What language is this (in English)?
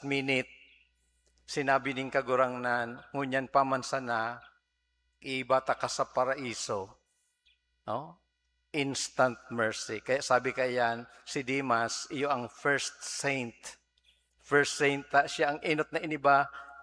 Bikol